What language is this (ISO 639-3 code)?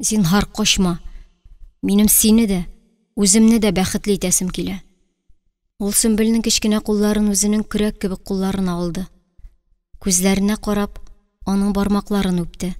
tat